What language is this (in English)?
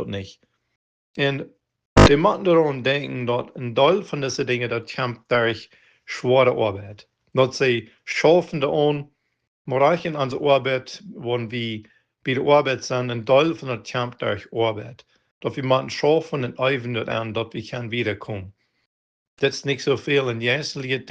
Plautdietsch